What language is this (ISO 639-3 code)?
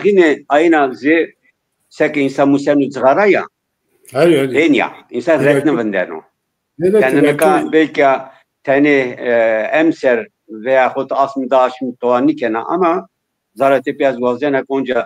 zza